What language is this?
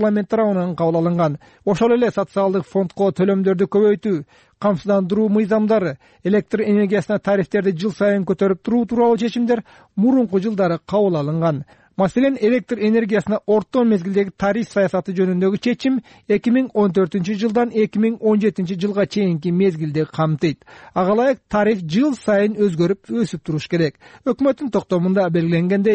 Kyrgyz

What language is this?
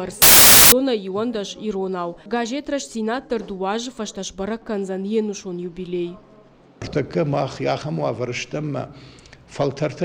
Ossetic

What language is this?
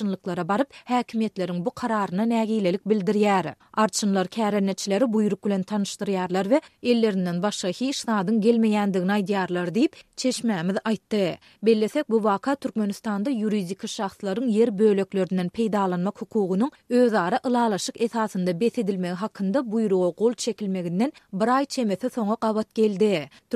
Turkmen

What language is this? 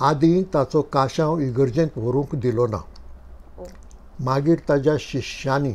Konkani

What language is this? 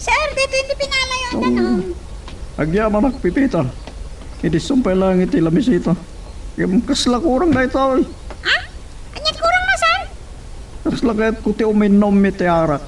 Iloko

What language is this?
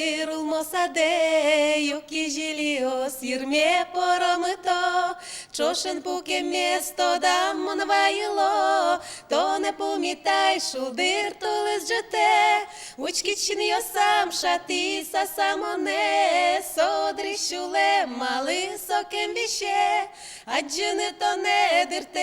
Udmurt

